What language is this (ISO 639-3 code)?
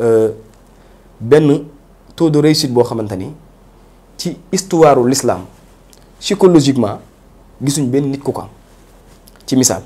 wol